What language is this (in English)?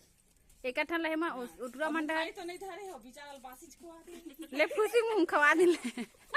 Chhattisgarhi